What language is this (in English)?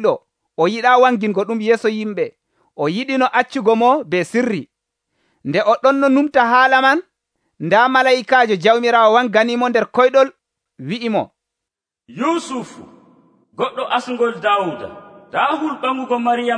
Nigerian Fulfulde